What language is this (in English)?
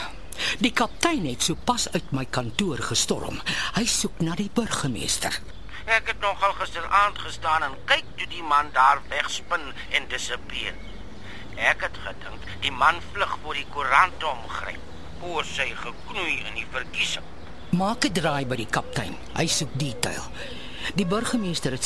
Afrikaans